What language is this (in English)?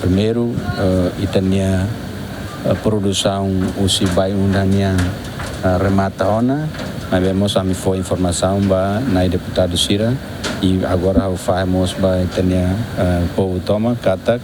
Tetum